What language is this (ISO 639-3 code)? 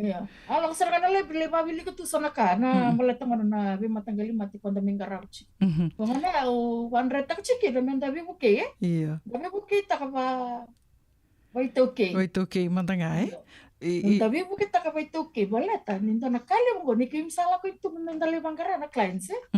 fij